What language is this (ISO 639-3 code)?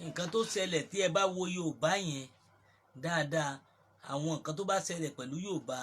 yor